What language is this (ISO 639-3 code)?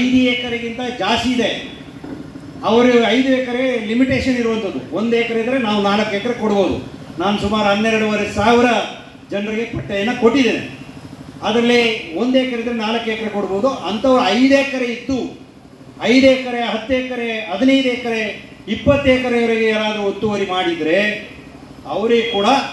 kan